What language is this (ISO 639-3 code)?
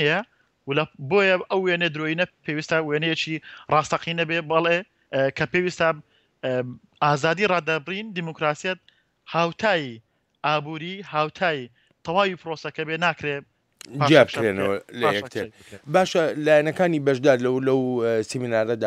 ckb